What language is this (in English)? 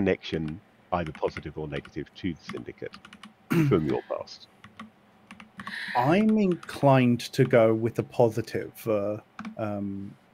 English